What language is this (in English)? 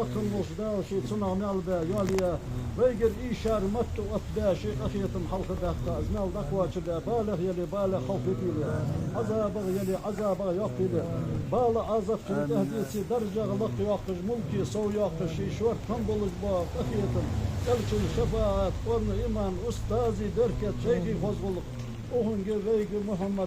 Ingush